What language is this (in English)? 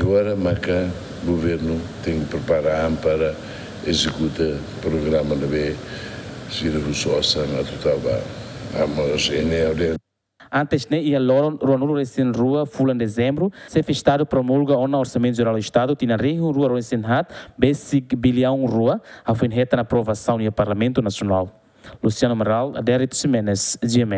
Tetum